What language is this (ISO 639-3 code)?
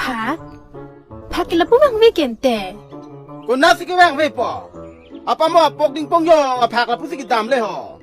mjw